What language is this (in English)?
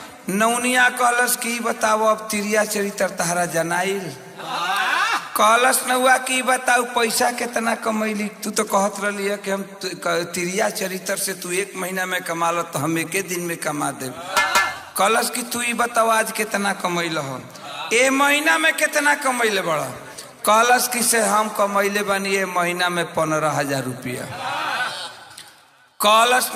Bhojpuri